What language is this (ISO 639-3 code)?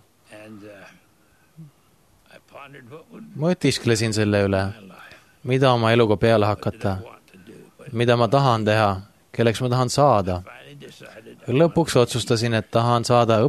est